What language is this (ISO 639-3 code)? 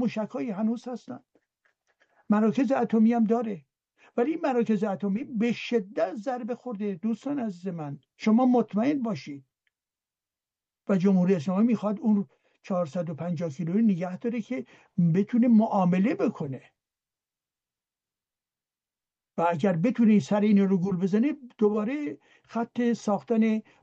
fas